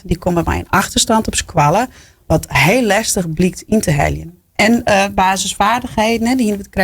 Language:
Western Frisian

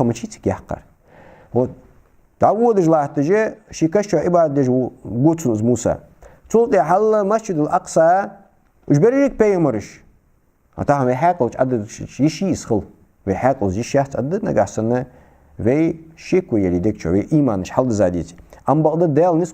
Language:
Ingush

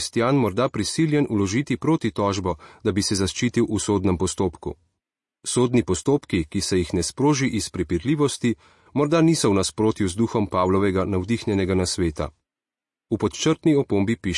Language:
Slovenian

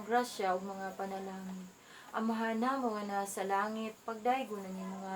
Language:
Cebuano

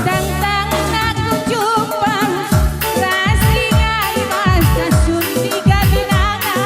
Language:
Batak Karo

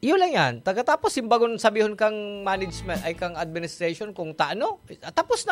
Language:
Bikol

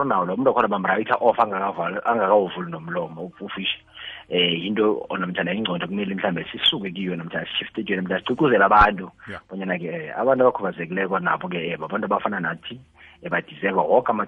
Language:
South Ndebele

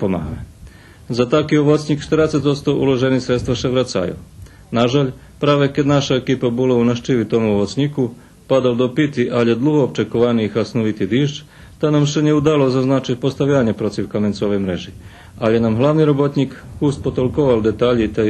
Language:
Rusyn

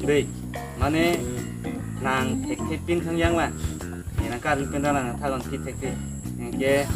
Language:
Karbi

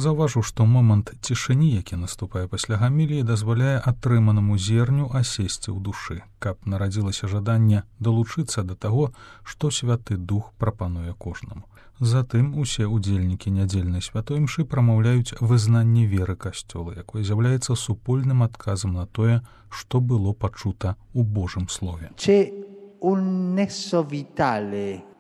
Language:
Belarusian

